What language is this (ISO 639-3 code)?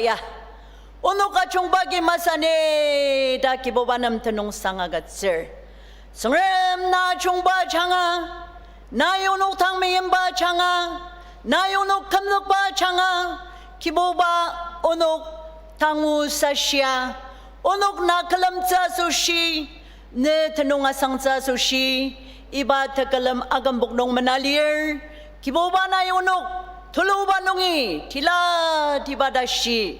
njo